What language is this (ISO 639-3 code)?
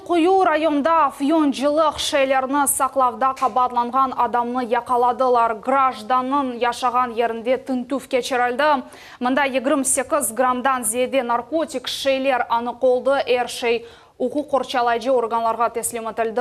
crh